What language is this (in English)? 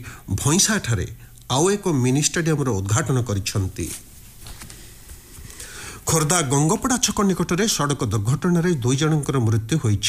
Odia